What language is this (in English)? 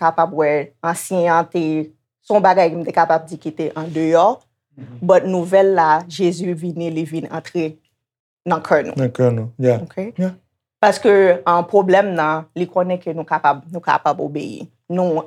Haitian Creole